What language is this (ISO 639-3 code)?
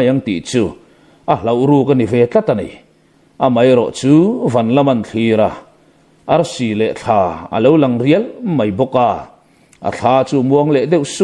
lus